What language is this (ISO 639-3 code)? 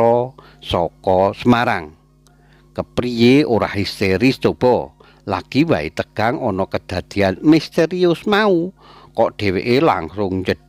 jav